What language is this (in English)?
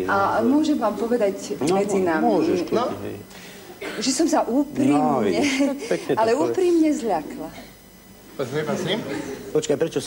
Slovak